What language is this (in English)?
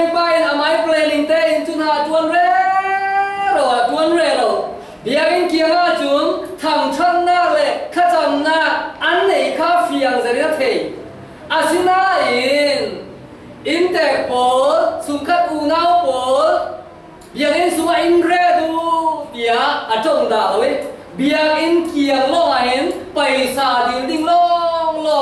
Falam Chin